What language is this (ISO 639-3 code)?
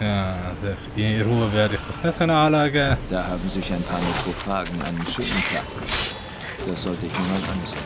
gsw